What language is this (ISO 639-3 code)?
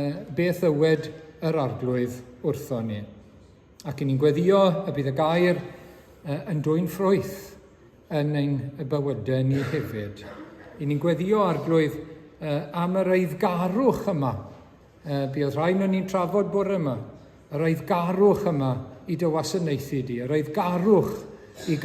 cym